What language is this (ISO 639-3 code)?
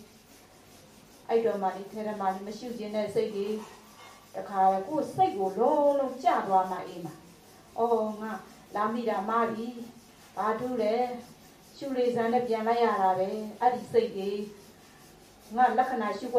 mya